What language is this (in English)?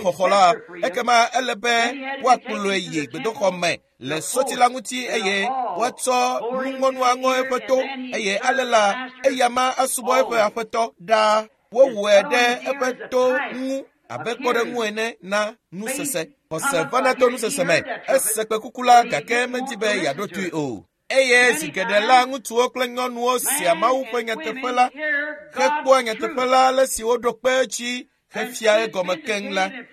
Ewe